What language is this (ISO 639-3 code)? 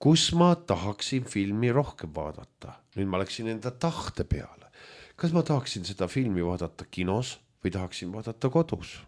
est